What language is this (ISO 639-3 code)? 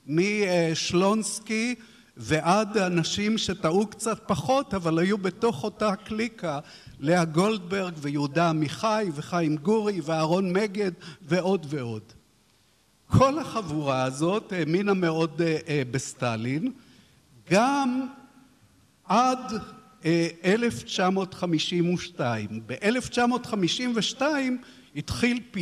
heb